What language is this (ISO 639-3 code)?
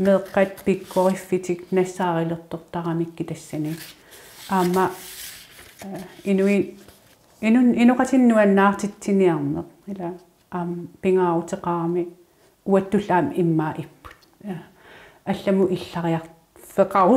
kal